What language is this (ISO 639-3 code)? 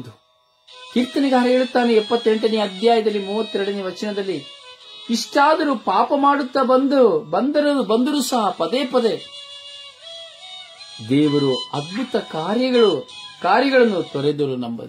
kan